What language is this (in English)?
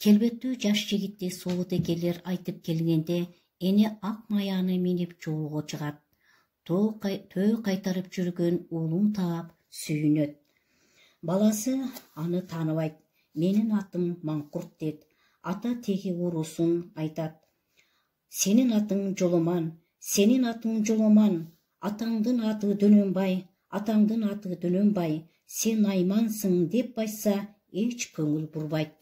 Kyrgyz